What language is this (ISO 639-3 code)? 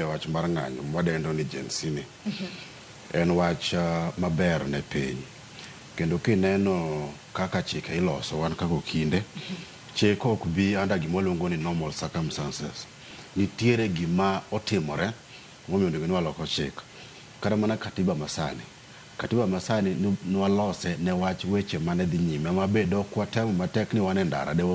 luo